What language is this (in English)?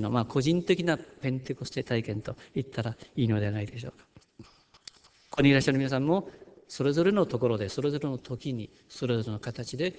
Japanese